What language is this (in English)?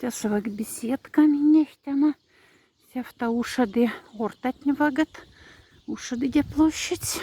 Moksha